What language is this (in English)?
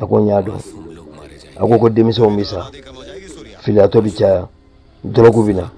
Bambara